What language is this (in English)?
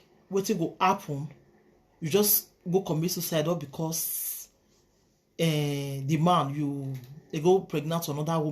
Nigerian Pidgin